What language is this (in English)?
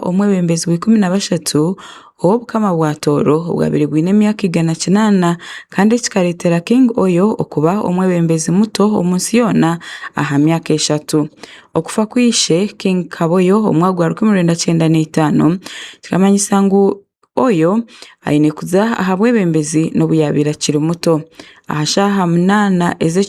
Tooro